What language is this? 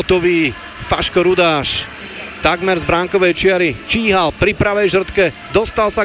Slovak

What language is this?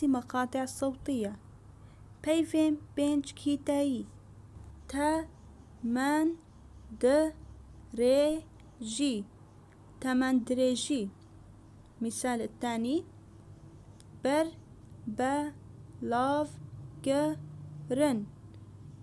Arabic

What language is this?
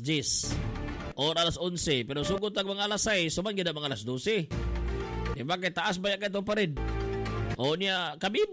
Cebuano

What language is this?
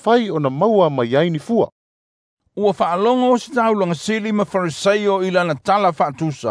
Samoan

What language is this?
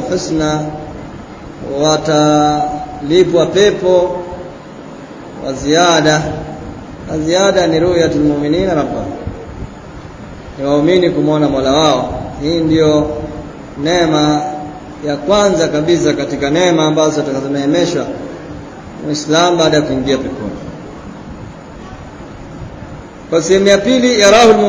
Swahili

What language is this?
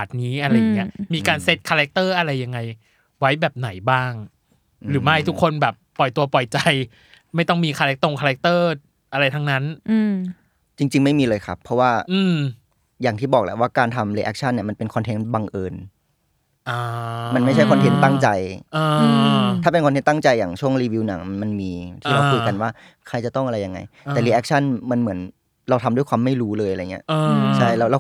Thai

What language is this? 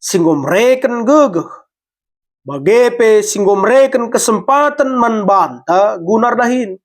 Batak Karo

